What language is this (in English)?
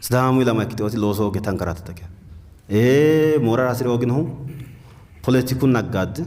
Sidamo